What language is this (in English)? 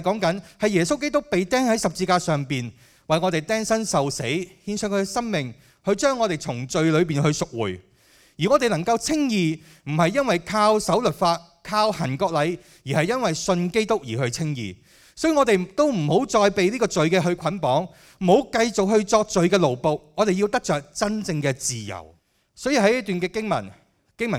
Cantonese